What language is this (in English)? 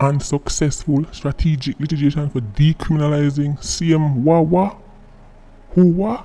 Jamaican Creole English